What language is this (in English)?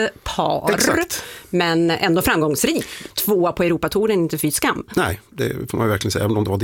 Swedish